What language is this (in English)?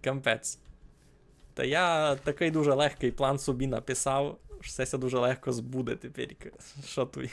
Rusyn